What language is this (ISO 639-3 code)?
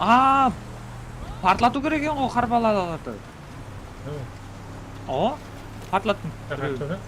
kaa